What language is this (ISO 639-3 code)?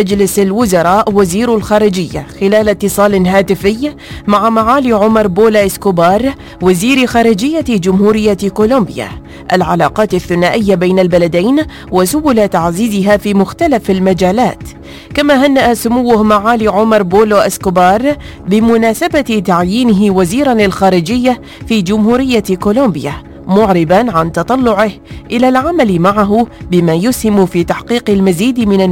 ara